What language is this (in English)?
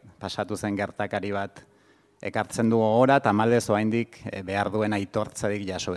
Basque